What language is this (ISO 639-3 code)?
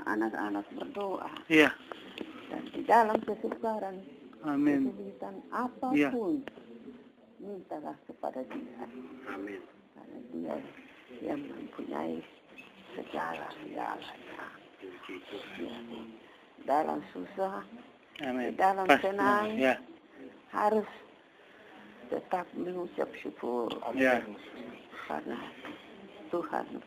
ind